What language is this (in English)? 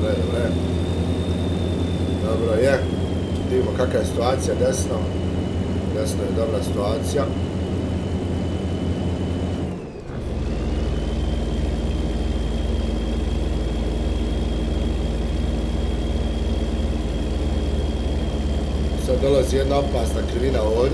Bosnian